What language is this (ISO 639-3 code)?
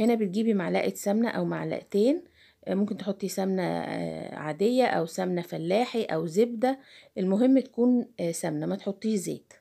arz